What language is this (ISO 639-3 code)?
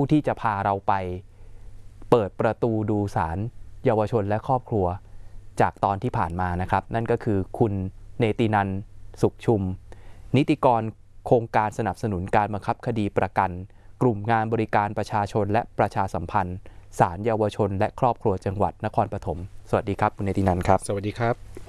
tha